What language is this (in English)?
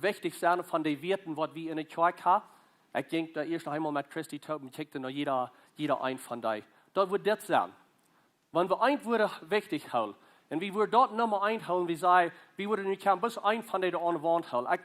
Plautdietsch